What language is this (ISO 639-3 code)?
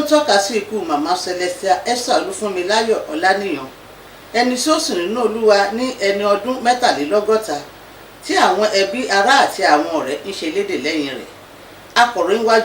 yor